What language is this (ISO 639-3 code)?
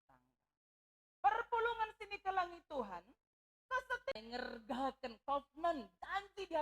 btx